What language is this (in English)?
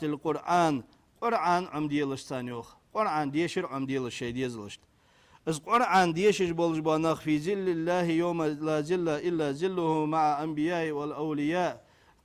Ingush